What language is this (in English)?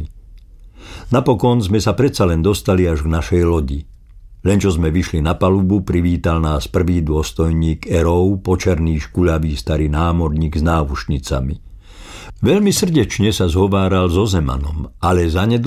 Slovak